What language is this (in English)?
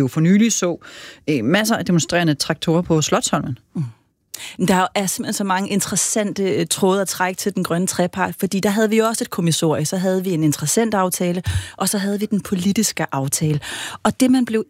Danish